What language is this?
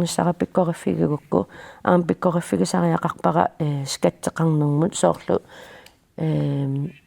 Kalaallisut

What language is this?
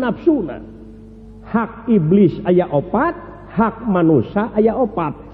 Sundanese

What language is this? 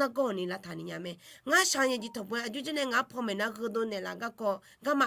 Akha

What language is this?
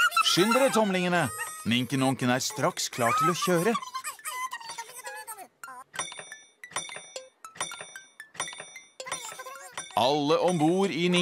Norwegian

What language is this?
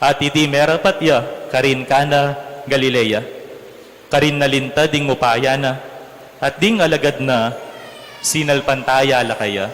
Pampanga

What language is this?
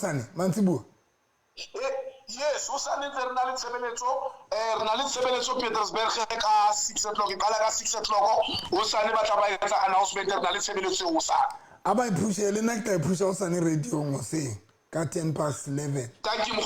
Southern Sotho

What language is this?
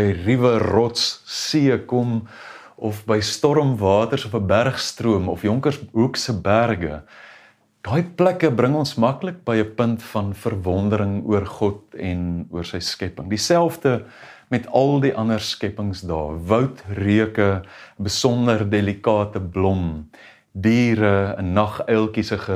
Afrikaans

